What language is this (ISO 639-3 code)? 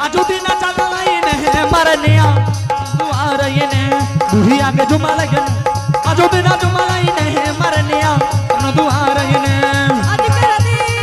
anp